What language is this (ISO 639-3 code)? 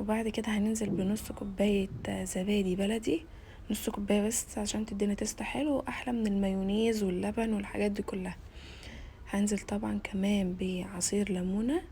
arz